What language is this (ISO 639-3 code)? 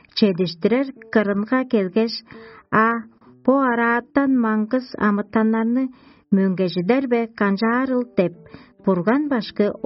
tyv